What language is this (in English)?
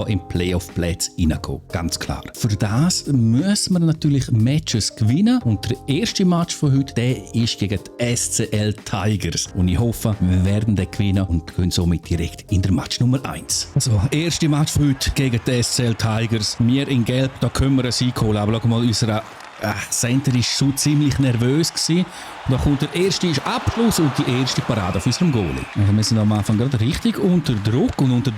Swiss German